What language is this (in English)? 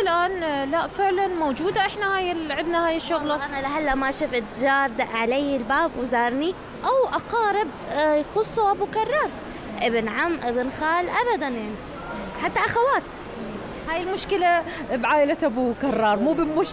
Mesopotamian Arabic